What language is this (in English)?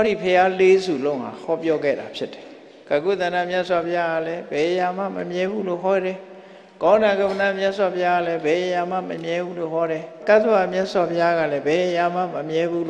Burmese